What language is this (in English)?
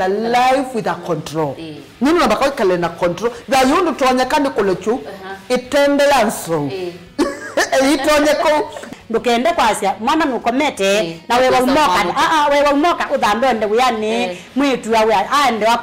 Kamba